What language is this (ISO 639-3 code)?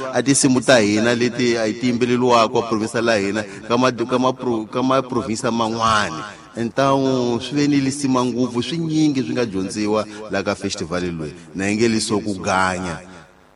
tso